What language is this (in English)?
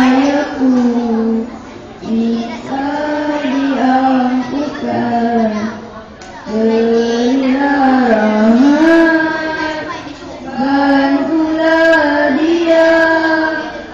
Malay